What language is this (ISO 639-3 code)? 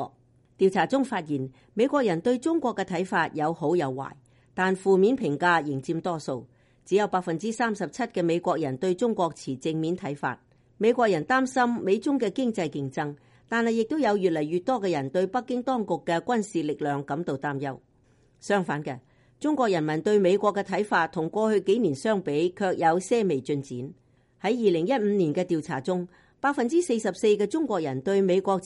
yue